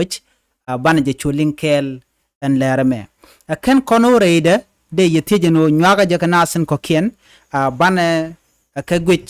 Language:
Nuer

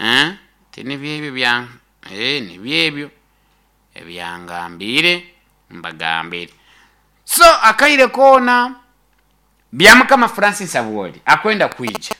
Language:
Nyoro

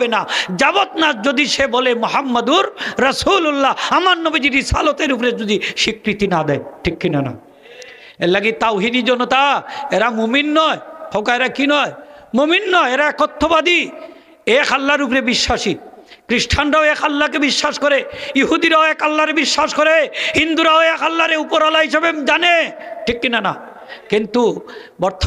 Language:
Sylheti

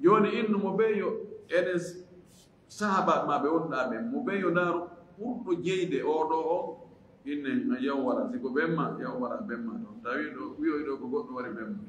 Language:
Fula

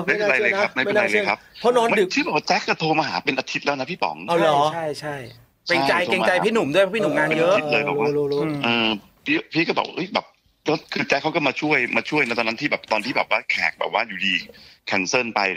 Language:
Thai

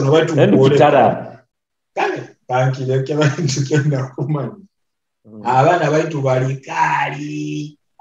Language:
Nyoro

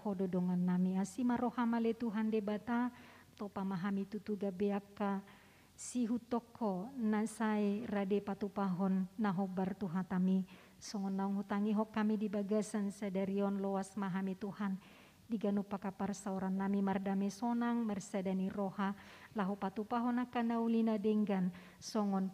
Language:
Batak Toba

